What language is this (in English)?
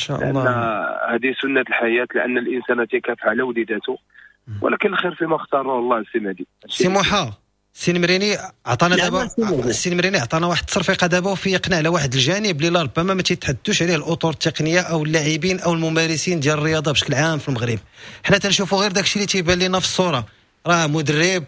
Moroccan Arabic